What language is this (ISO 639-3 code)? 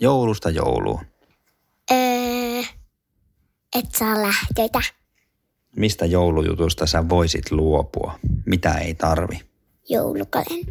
fin